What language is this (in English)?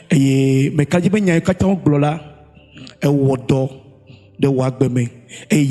Ewe